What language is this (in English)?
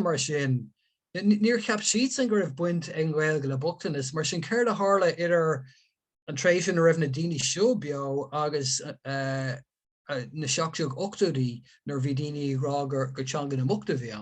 Irish